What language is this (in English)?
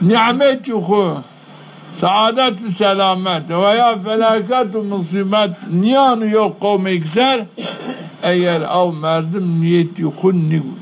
Zaza